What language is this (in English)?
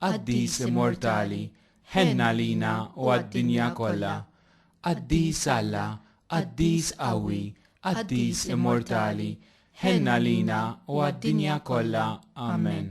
Maltese